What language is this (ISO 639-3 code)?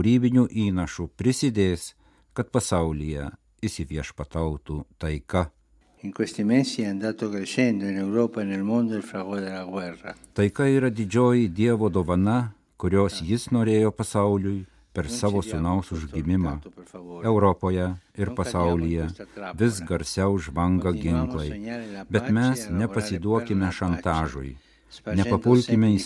lit